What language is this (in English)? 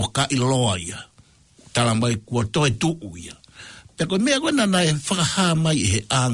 Tongan